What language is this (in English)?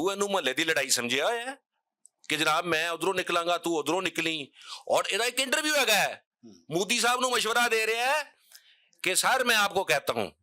Western Panjabi